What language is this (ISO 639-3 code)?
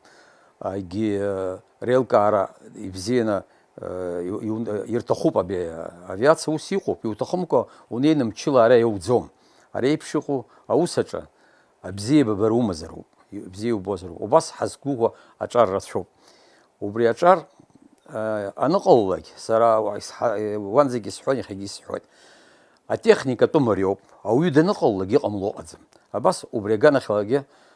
abk